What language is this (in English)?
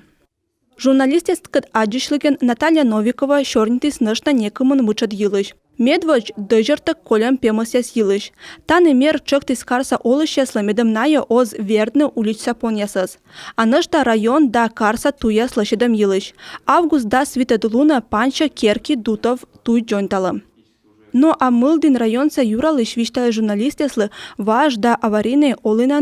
Komi